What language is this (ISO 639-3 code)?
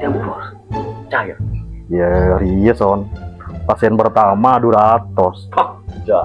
mad